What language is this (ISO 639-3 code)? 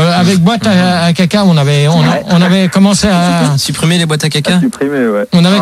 fra